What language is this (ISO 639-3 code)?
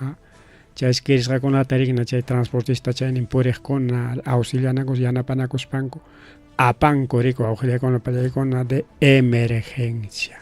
quy